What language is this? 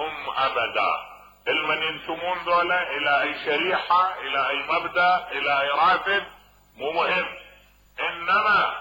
Mesopotamian Arabic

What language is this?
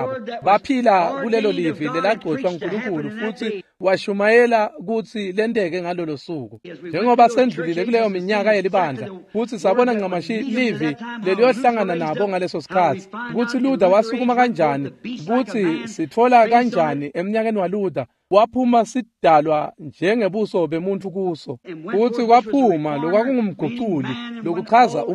Swati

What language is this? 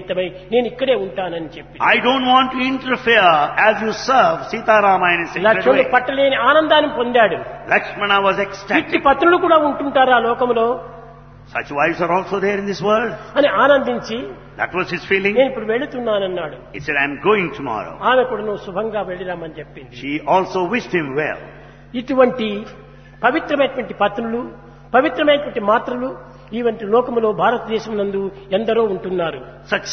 Telugu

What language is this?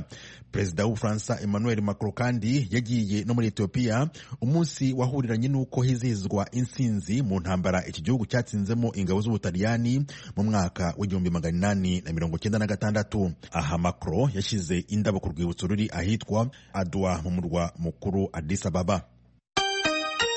Kinyarwanda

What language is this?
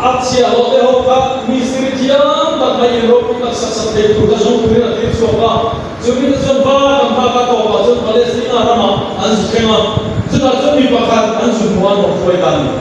Mizo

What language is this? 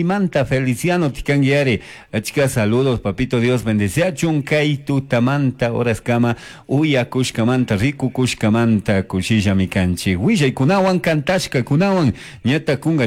Chimborazo Highland Quichua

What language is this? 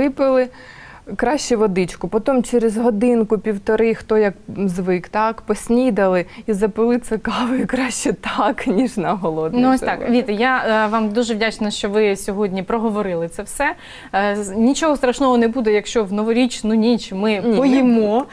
Ukrainian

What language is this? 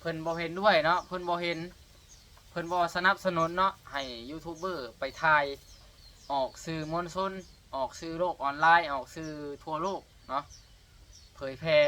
Lao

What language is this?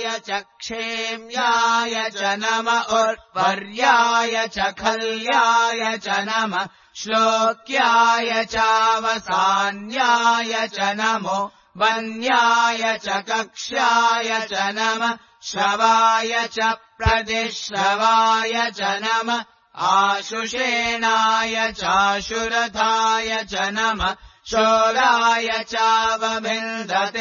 Sanskrit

